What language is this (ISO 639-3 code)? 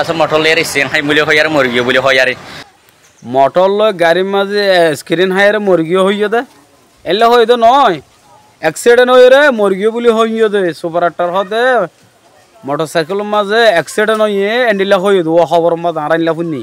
rhg